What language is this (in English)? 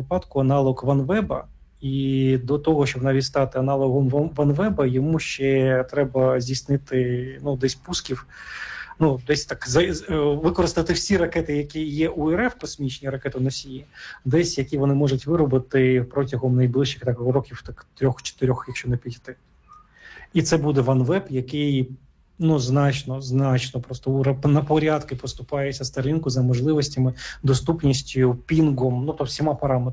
Ukrainian